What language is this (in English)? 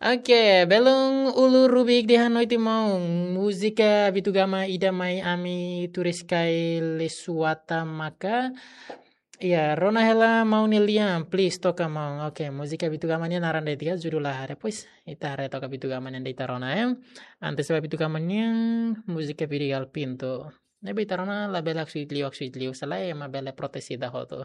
Tetum